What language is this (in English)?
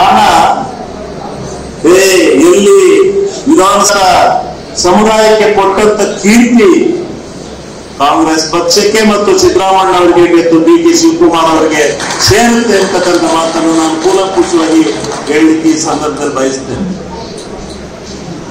Kannada